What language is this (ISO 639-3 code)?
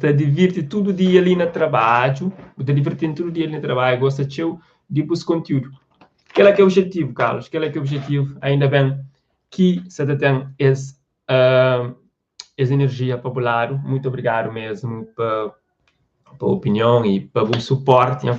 kea